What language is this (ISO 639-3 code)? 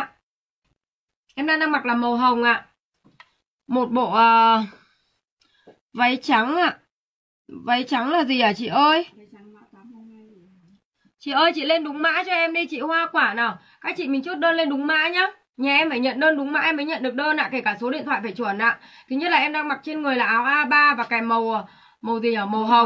vie